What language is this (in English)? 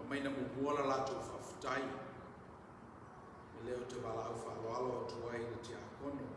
Samoan